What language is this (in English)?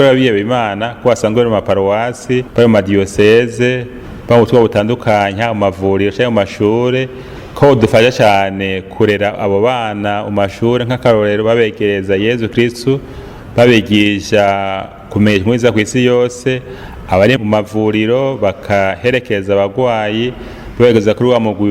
Rundi